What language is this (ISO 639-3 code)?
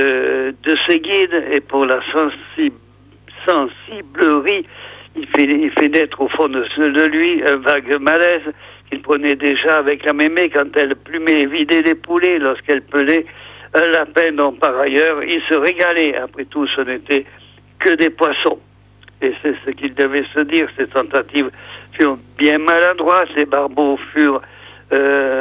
fra